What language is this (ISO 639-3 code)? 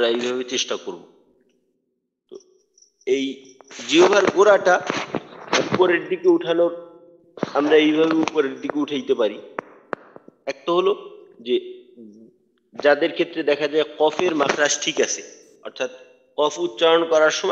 ben